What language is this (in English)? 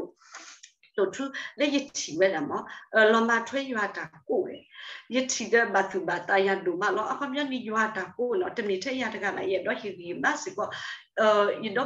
S'gaw Karen